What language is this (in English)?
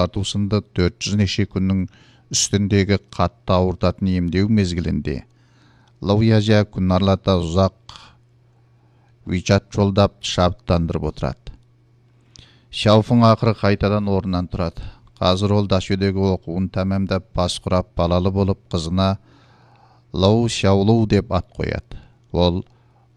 Kazakh